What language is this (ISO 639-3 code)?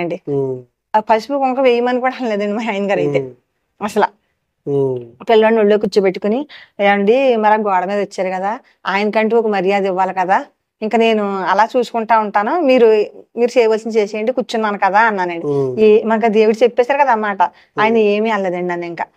tel